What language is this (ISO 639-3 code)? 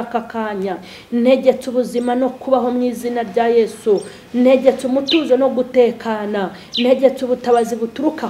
kin